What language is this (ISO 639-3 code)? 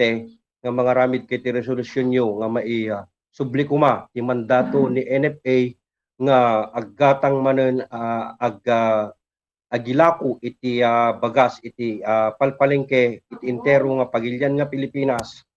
ilo